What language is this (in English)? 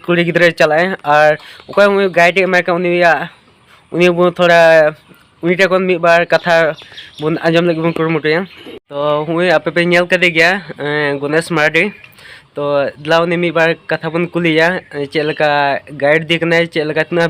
Santali